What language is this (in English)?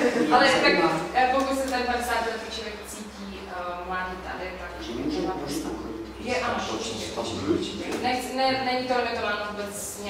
Czech